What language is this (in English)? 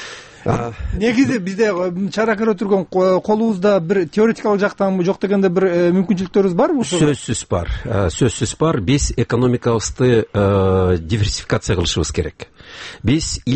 Kyrgyz